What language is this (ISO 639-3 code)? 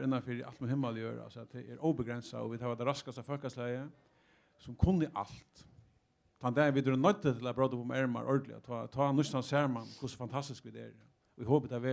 fao